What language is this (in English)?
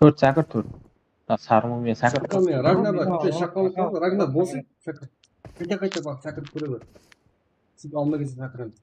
Kara-Kalpak